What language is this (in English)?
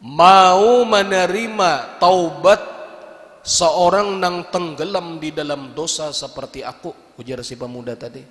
Banjar